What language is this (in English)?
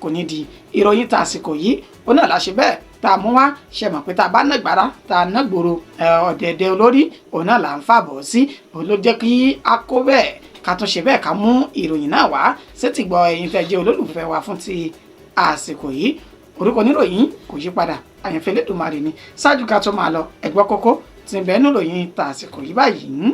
Yoruba